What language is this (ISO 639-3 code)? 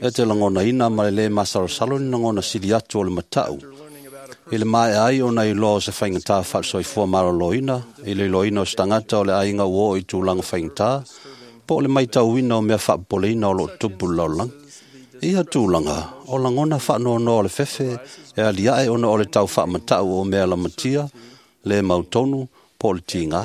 smo